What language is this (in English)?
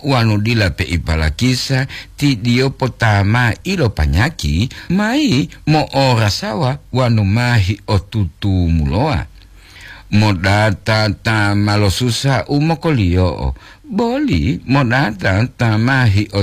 Gorontalo